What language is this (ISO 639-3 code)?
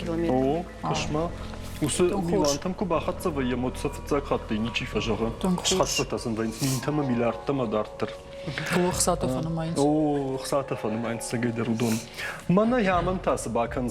oss